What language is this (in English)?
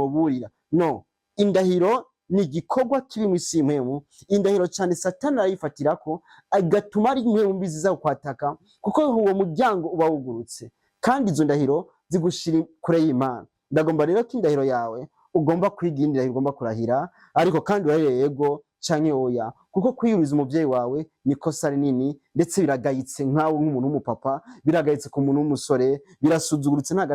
Rundi